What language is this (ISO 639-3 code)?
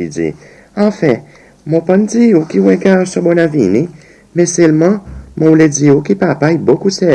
crs